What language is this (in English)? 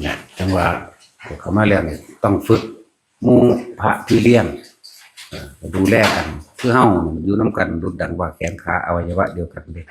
Northeastern Thai